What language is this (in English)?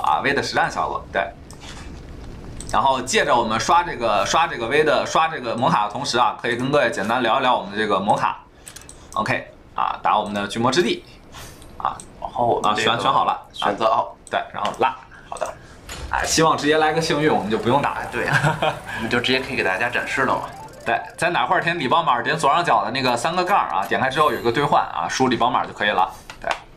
Chinese